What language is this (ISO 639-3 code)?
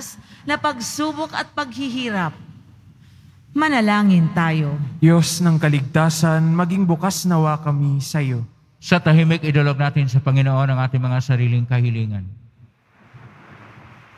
fil